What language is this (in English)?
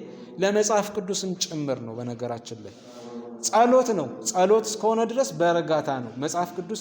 Amharic